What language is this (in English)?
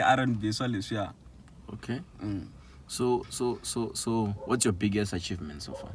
Tsonga